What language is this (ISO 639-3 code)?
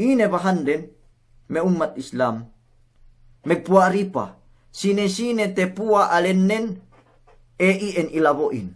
yka